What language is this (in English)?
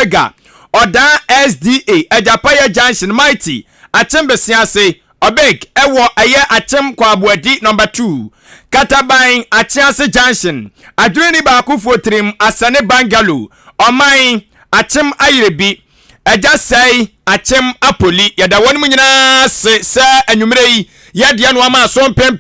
Akan